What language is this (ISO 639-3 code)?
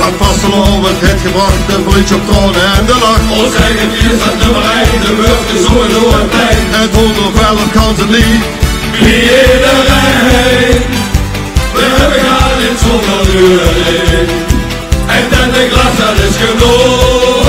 lim